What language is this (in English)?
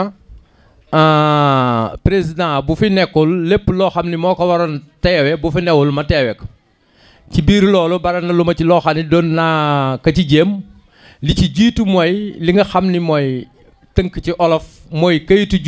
Wolof